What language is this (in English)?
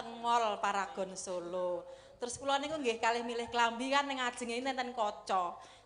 Javanese